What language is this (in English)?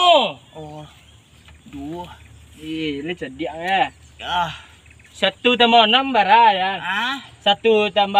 Minangkabau